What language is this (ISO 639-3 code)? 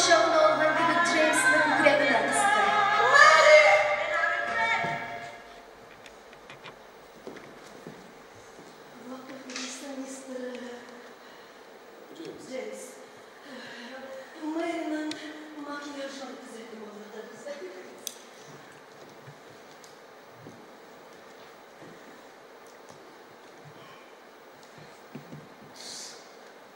tat